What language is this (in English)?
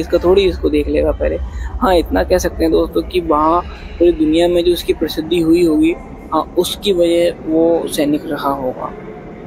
Hindi